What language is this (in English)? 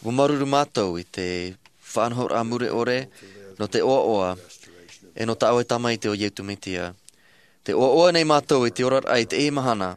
Tahitian